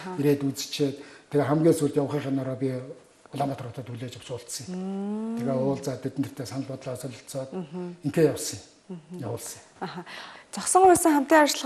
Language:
Mongolian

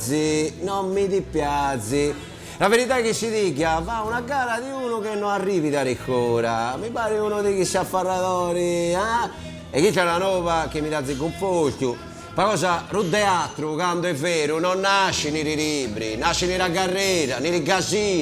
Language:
Sardinian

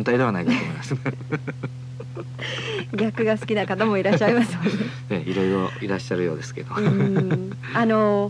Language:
Japanese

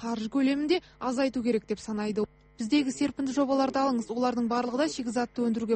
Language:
Kazakh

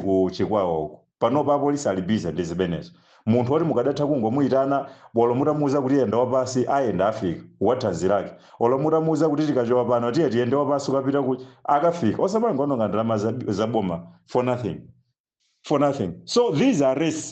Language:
Nyanja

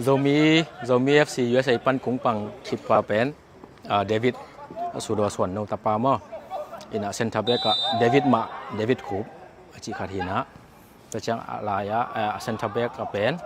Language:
Tedim Chin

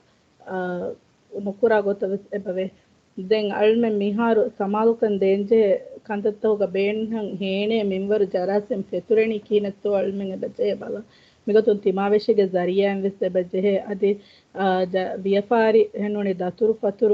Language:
Divehi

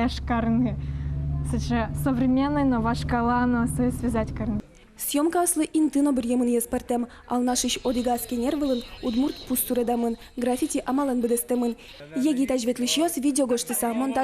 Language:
Udmurt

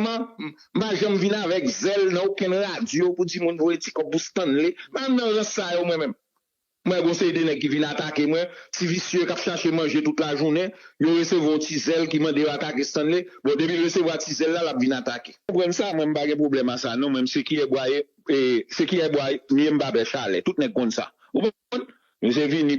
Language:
Haitian Creole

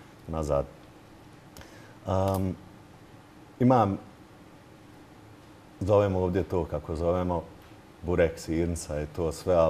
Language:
Bosnian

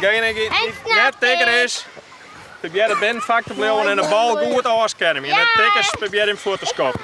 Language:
Western Frisian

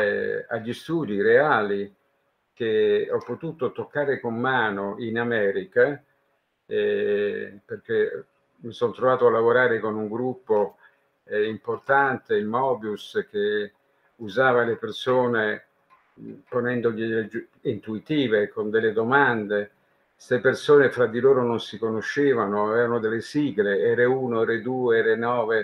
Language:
Italian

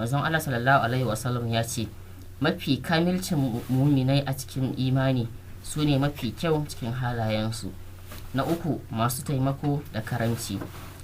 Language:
Hausa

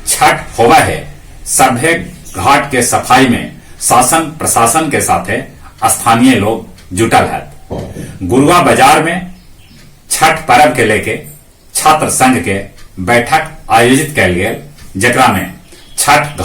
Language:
Magahi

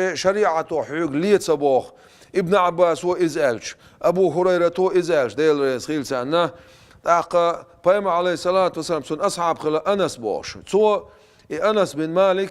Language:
Chechen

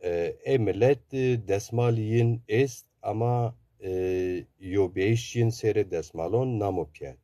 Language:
Zaza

